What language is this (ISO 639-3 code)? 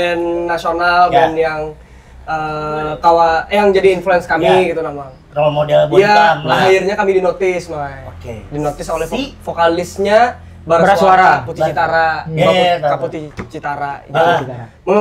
bjn